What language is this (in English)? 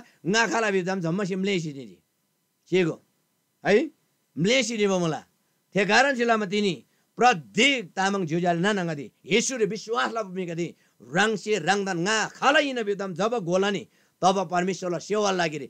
Eastern Tamang